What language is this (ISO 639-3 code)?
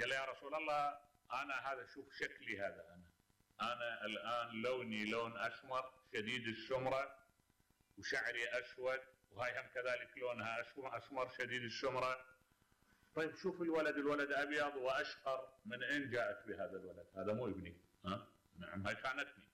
acm